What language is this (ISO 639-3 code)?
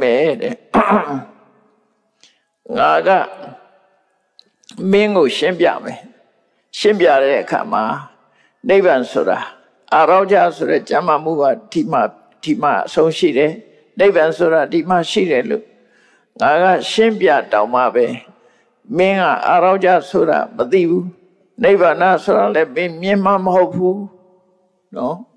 mya